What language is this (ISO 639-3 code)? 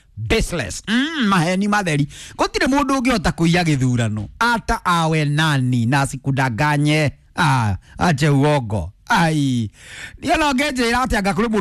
kik